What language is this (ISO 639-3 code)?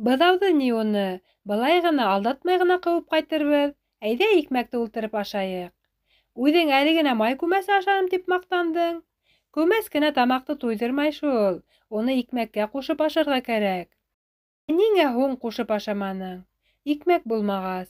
bak